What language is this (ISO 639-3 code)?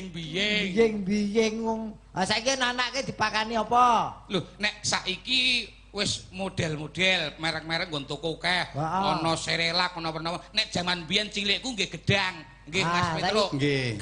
jav